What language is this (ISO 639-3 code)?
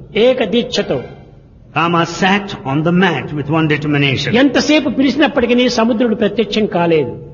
tel